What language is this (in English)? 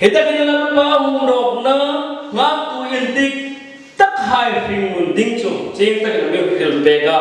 Hmar